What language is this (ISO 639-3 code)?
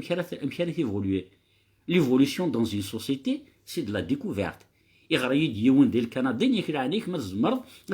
kab